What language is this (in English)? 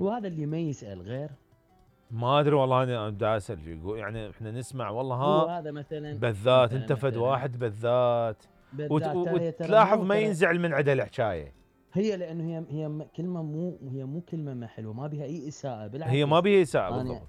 Mesopotamian Arabic